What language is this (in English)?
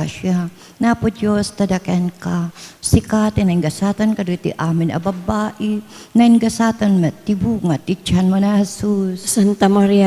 Iloko